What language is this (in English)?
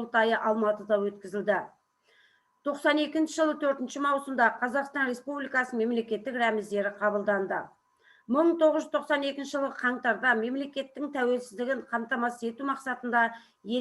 Kazakh